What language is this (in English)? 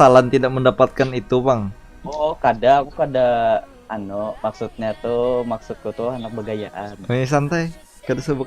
Banjar